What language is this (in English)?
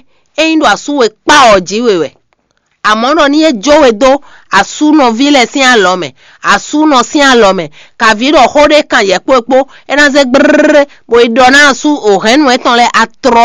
Fon